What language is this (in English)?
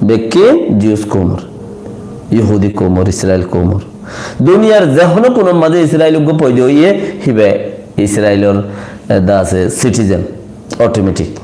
Rohingya